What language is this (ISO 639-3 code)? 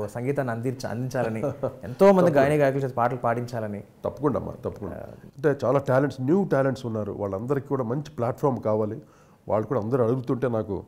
tel